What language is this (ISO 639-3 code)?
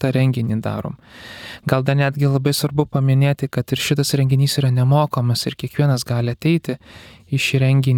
lit